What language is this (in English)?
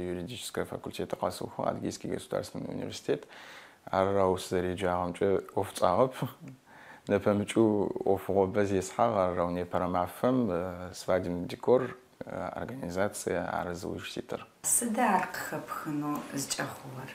Adyghe